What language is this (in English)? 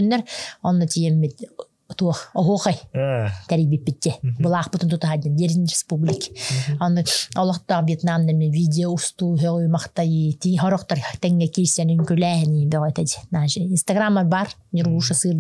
Yakut